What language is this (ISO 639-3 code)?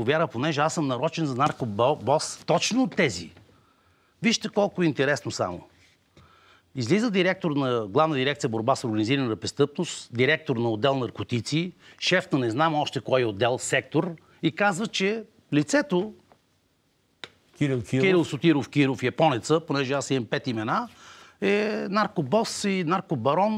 bul